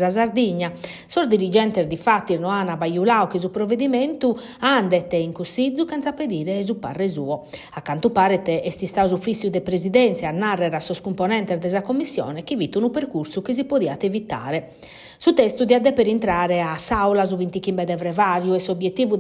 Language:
Sardinian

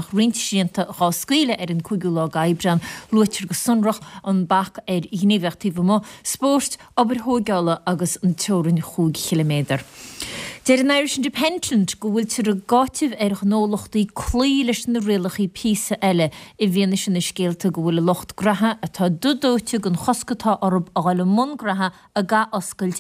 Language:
Irish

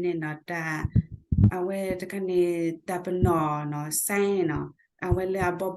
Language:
S'gaw Karen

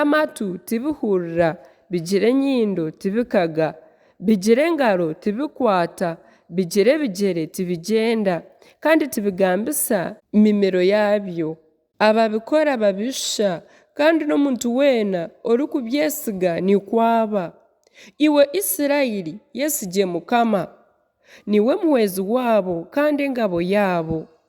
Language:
Nyankole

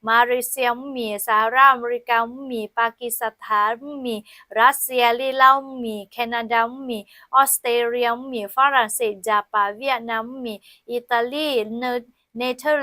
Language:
Lahu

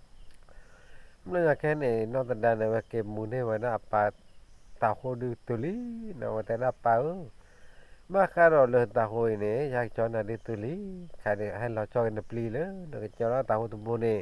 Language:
S'gaw Karen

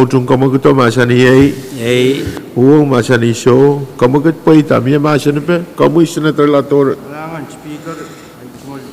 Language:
Pohnpeian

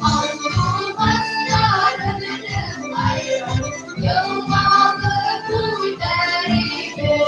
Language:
Bashkir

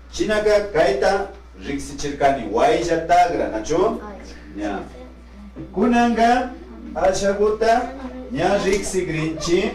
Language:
Imbabura Highland Quichua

